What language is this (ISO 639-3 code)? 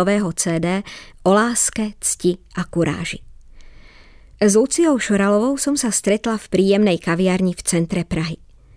slk